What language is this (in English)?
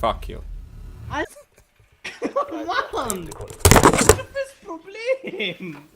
Swiss German